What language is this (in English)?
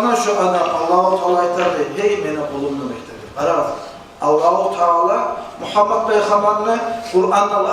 Kumyk